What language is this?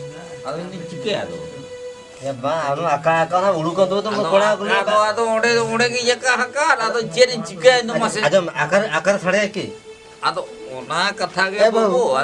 Santali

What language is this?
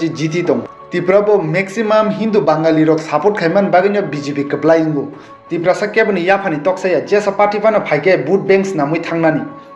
Kok Borok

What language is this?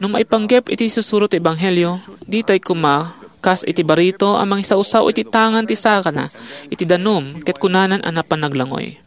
Iloko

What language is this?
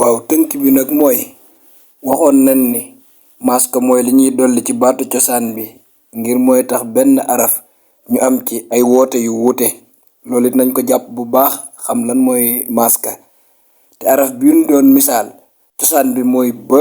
Wolof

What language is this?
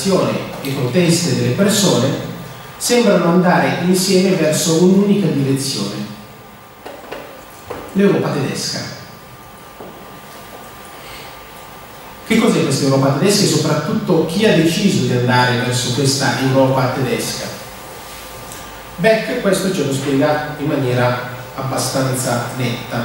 Italian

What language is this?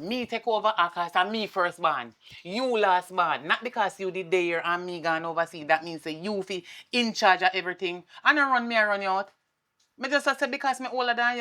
Jamaican Creole English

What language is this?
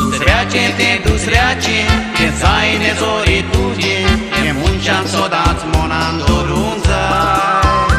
Konkani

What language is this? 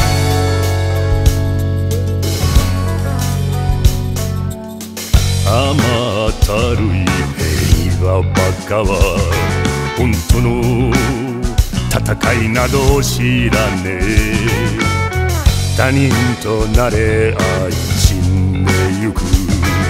Japanese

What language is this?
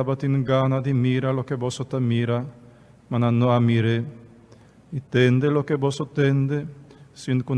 Papiamento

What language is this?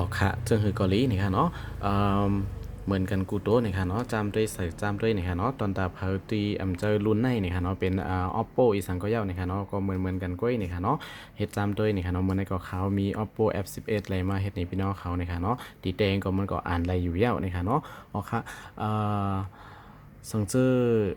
Shan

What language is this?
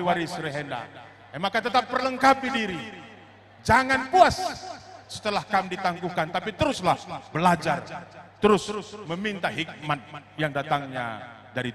Batak Karo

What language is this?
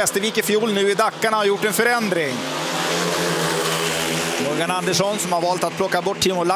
Swedish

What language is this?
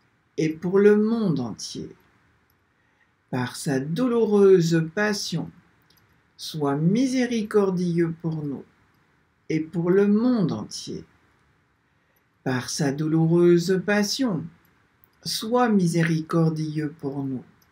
French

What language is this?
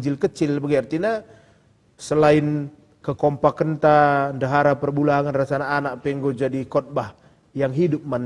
Batak Karo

